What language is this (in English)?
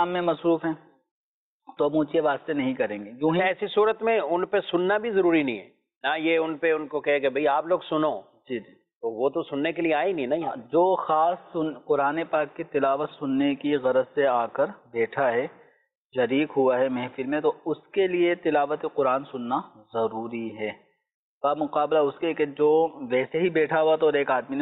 Urdu